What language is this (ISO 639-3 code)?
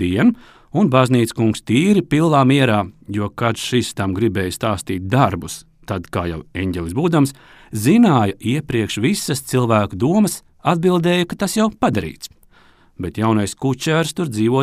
lav